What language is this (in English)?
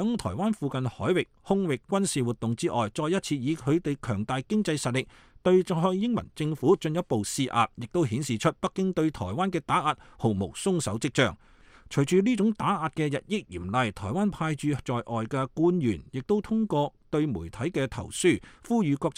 Cantonese